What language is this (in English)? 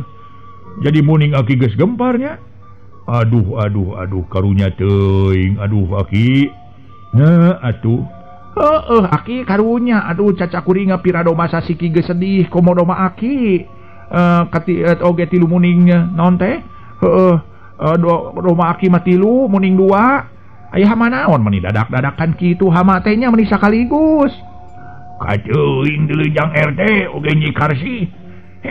Sundanese